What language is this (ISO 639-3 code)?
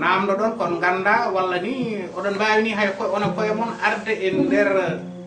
ful